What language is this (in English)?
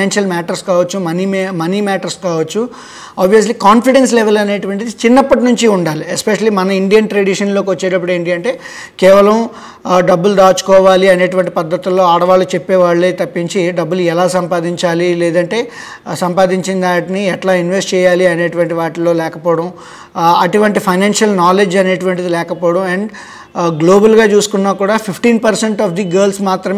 Telugu